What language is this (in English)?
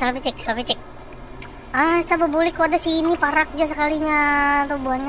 Banjar